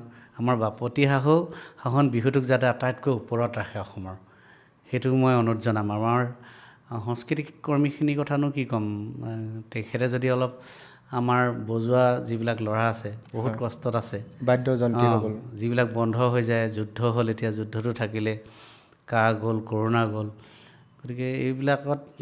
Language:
Assamese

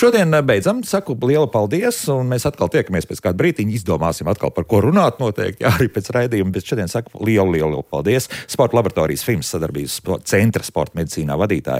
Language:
Latvian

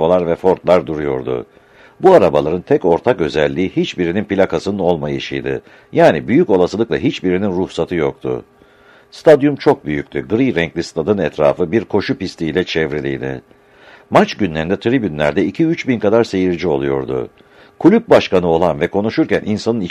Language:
Turkish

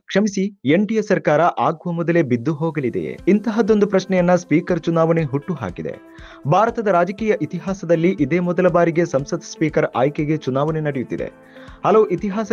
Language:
Kannada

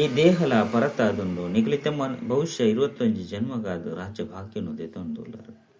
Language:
Tulu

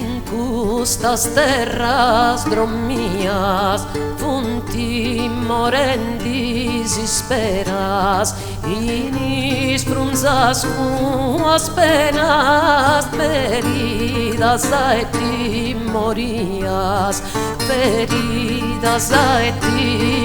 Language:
Sardinian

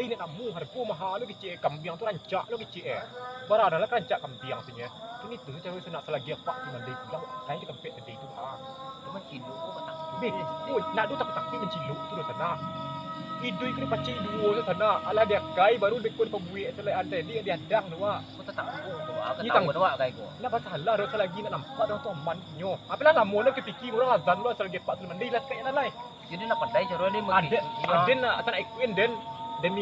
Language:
Minangkabau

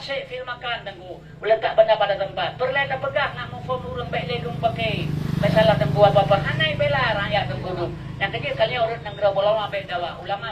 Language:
Achinese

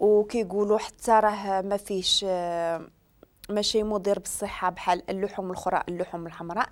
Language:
Moroccan Arabic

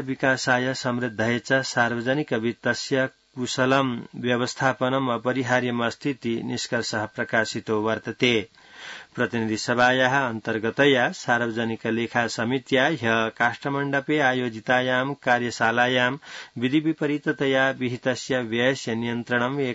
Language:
Sanskrit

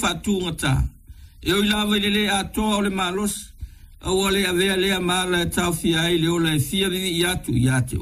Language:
Samoan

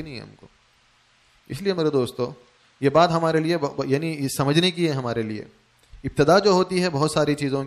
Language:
Urdu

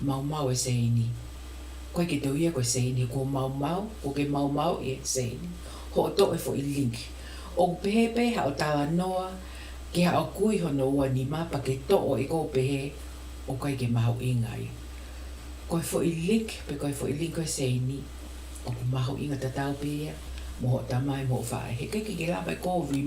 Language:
Tongan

